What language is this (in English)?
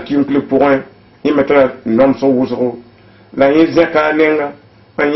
Mossi